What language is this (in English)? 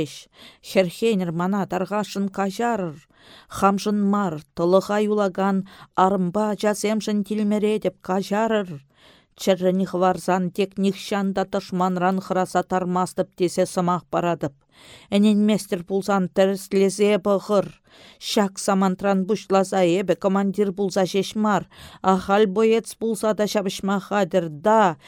Chuvash